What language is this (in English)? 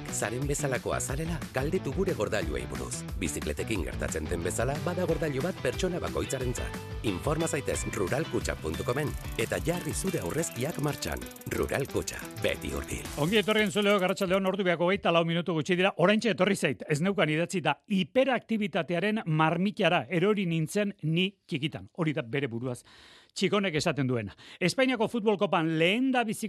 Basque